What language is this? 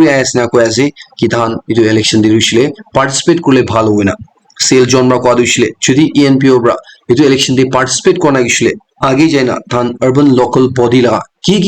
Naga Pidgin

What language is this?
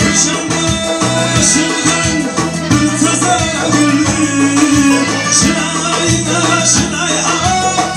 Kara-Kalpak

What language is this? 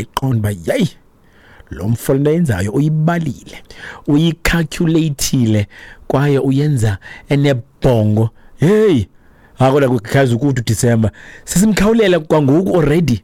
Xhosa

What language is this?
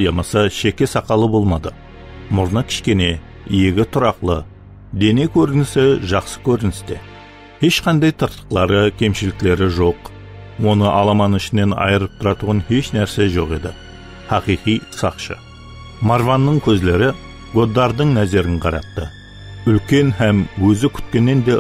Kara-Kalpak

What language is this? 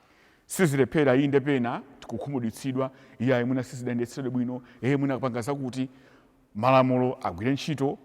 Nyanja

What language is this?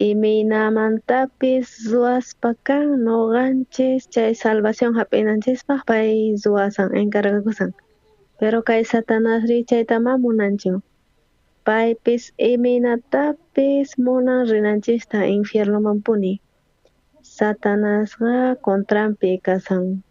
South Bolivian Quechua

